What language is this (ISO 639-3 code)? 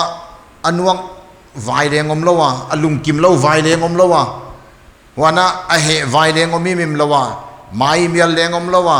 pck